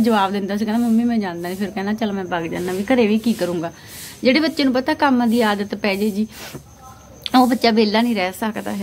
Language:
Punjabi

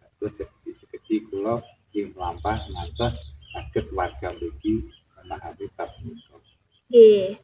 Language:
Javanese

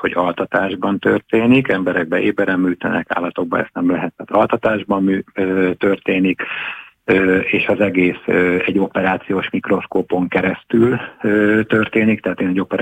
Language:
Hungarian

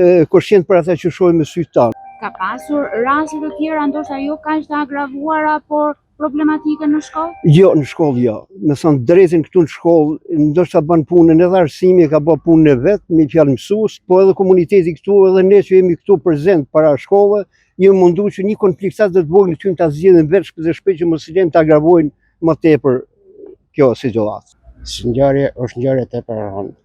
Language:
Albanian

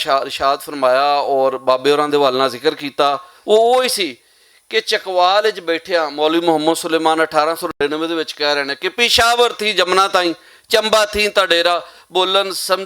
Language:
Western Panjabi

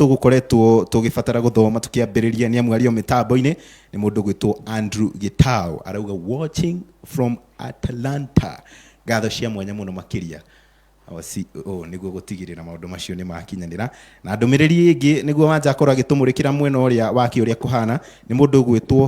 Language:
Kikuyu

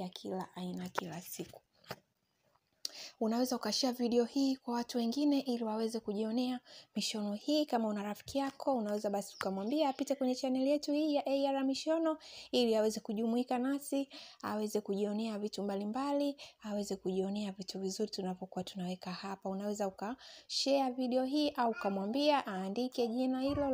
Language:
Swahili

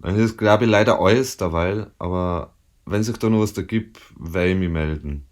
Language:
Bavarian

